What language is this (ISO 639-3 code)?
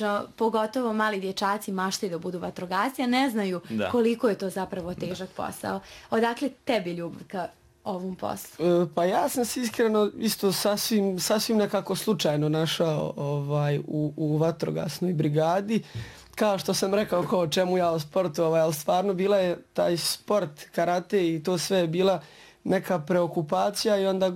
bos